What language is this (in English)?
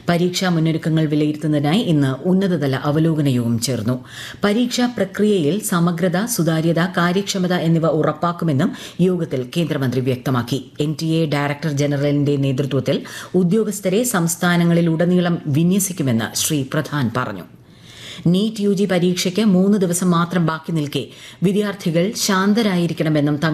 Malayalam